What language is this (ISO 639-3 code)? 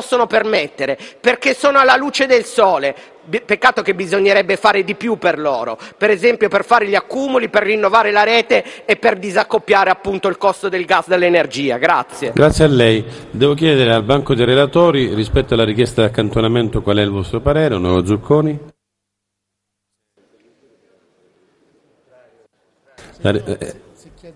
ita